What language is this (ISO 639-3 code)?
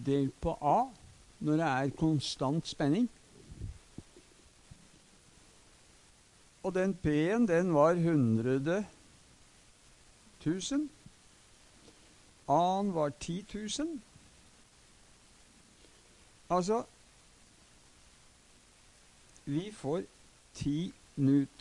nor